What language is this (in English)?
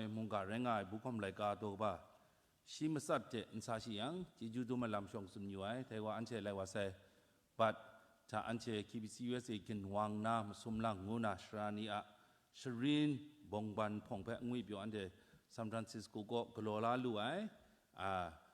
Kachin